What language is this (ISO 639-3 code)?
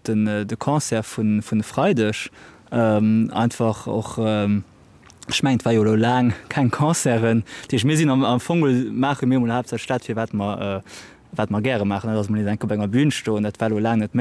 ltz